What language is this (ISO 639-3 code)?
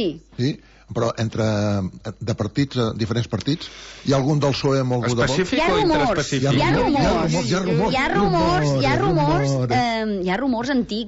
cat